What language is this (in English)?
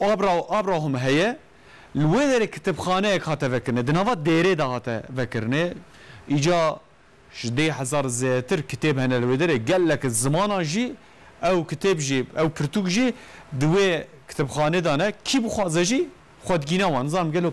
Kurdish